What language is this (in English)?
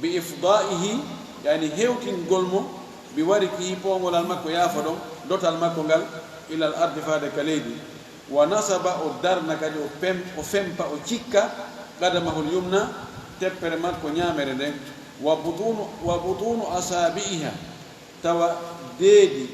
Fula